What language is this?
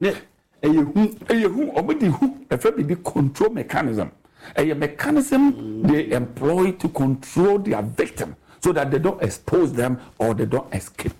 Akan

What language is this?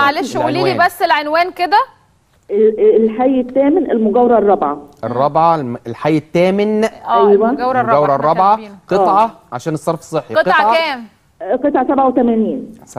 Egyptian Arabic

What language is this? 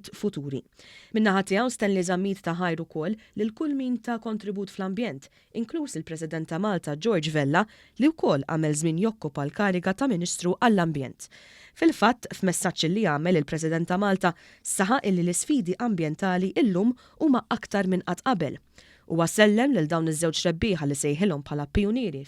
Maltese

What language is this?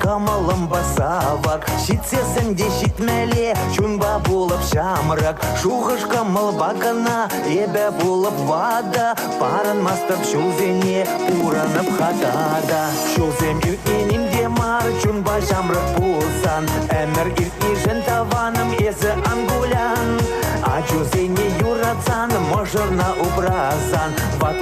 Chuvash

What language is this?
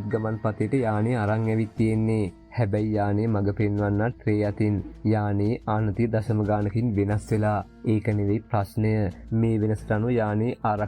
Sinhala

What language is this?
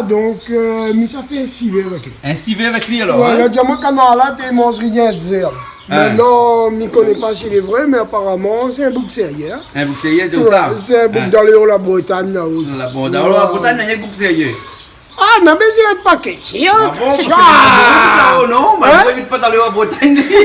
Réunion Creole French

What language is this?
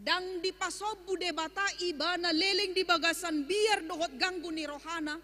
Batak Toba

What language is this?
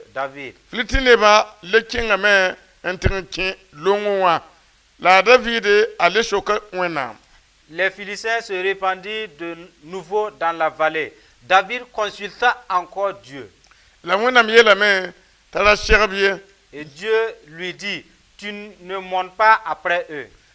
Mossi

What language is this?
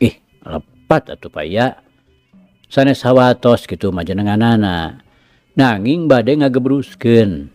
Sundanese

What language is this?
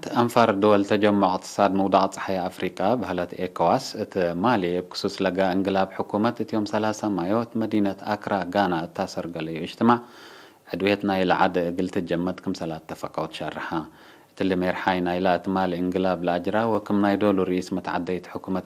Tigre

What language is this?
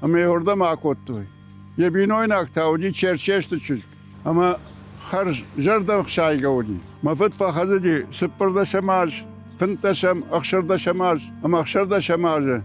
Ossetic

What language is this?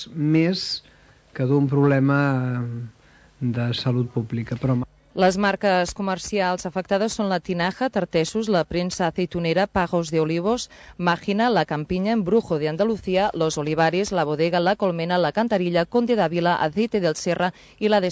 Catalan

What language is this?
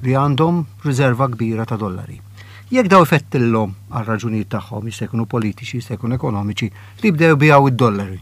Maltese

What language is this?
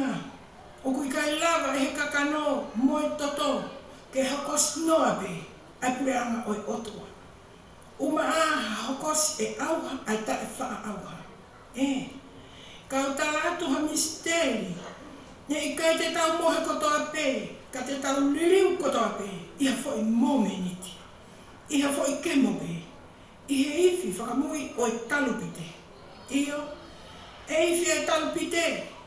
Tongan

